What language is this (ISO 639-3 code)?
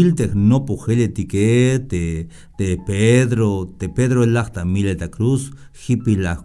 tzh